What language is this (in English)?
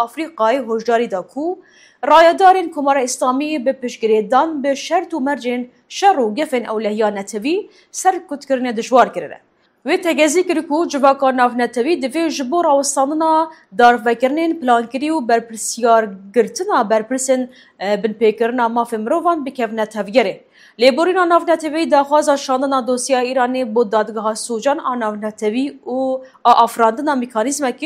Kurdish